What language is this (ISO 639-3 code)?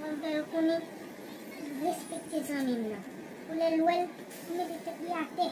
hat